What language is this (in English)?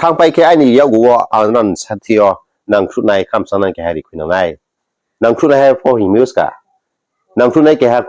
Riang (India)